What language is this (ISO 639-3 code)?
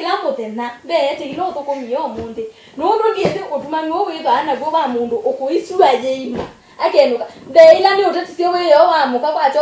kam